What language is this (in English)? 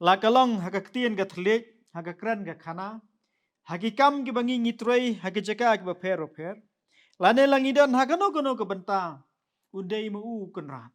Khasi